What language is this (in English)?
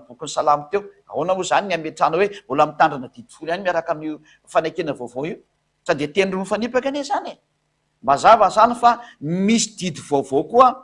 Malagasy